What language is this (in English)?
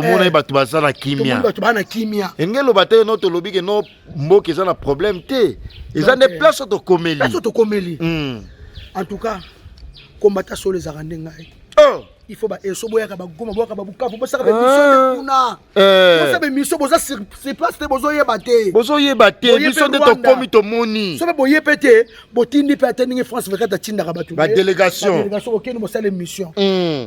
Lingala